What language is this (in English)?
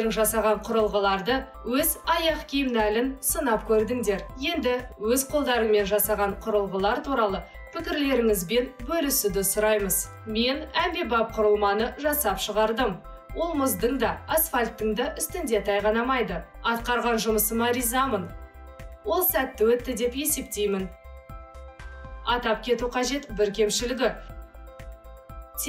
Kazakh